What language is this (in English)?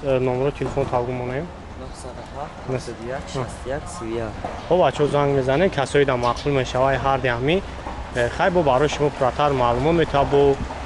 Tajik